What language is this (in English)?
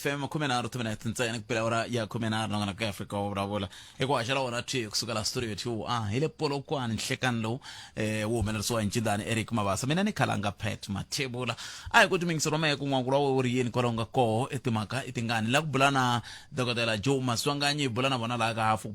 Tsonga